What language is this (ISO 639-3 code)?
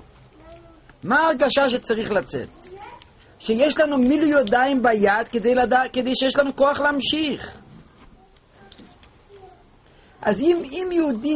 heb